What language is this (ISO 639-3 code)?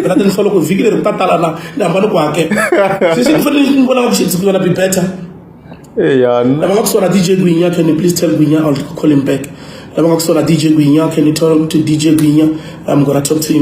tso